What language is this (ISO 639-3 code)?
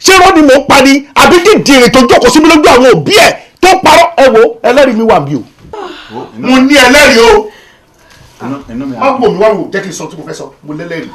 yor